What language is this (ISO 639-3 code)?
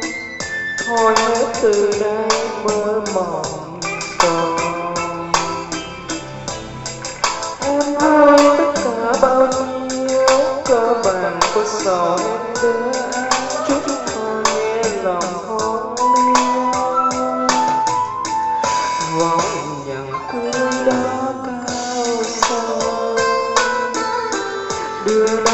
vie